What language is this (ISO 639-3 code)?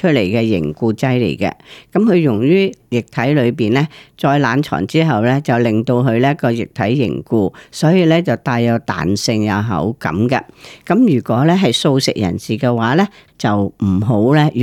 yue